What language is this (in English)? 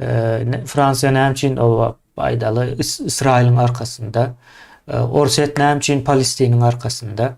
Turkmen